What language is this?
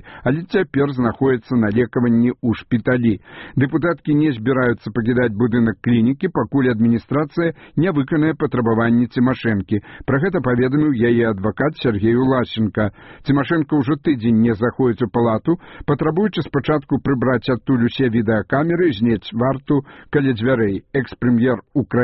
Belarusian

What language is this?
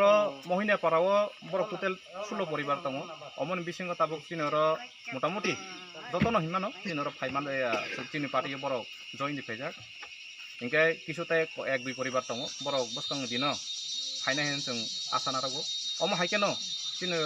Kok Borok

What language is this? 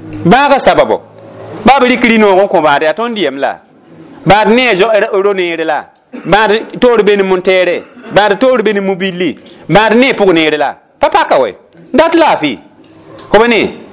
Mossi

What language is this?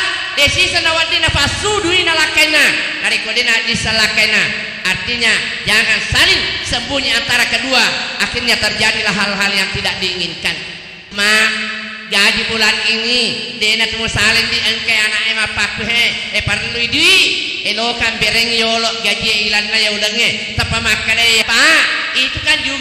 Buginese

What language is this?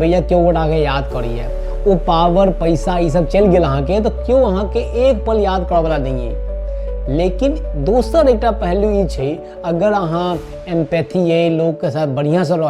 Maithili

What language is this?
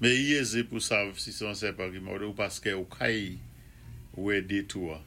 Saint Lucian Creole French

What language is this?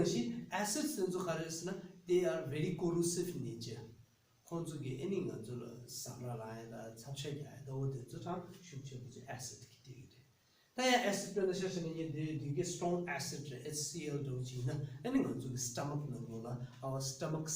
Tibetan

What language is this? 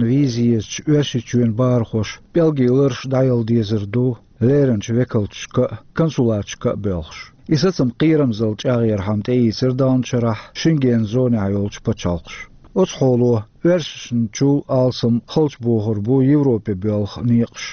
Chechen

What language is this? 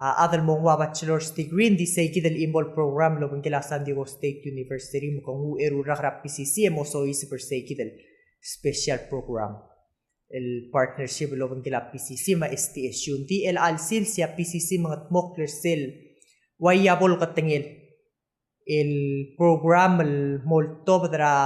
Palauan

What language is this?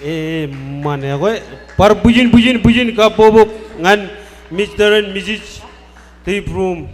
Marshallese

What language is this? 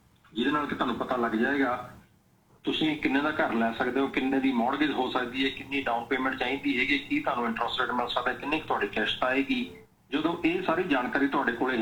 Punjabi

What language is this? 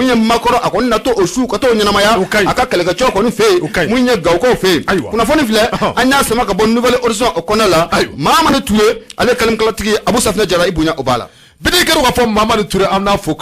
Bambara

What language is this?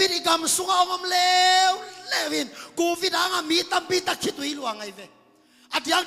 Tedim Chin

